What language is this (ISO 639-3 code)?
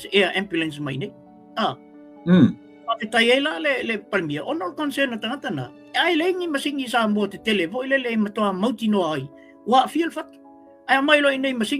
smo